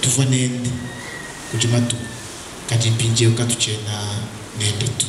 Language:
Luba-Lulua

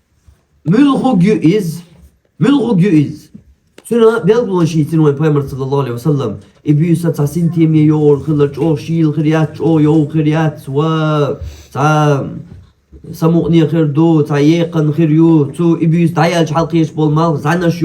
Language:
Chechen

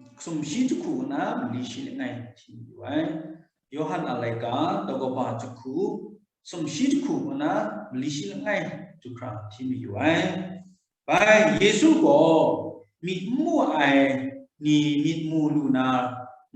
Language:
Kachin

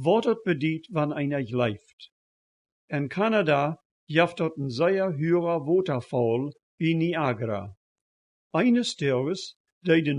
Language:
Plautdietsch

